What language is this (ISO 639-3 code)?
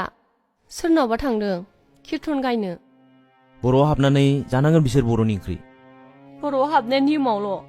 brx